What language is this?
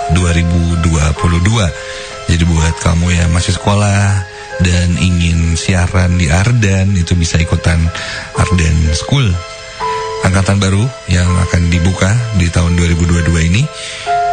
Indonesian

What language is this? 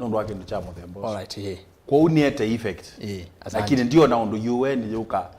Kamba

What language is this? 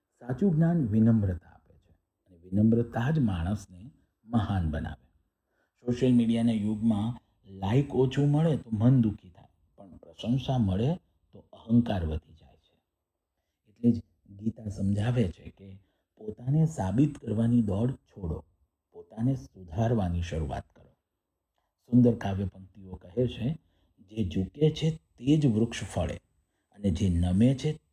Gujarati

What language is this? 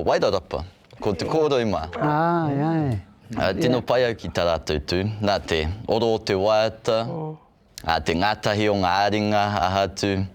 Māori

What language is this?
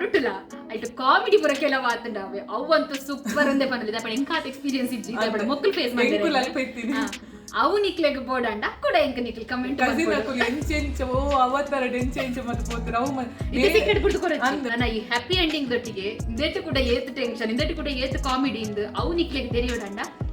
Tulu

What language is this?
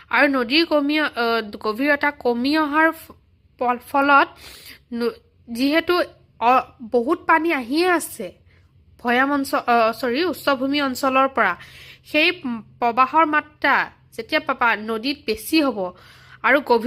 Assamese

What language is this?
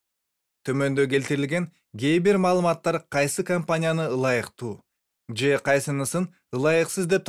Kyrgyz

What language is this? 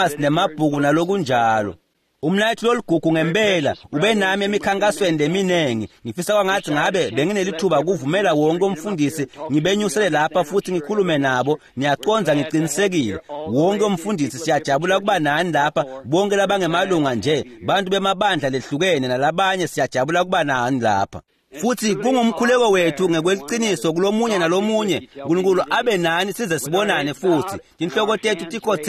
Swati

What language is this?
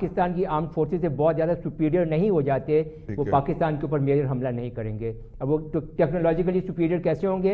Urdu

